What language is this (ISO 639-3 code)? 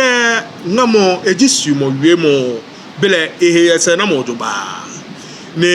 gaa